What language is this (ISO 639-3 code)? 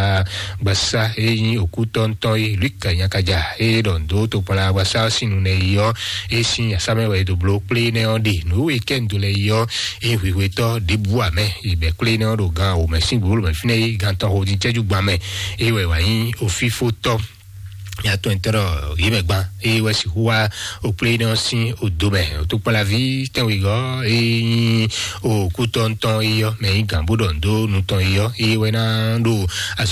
fon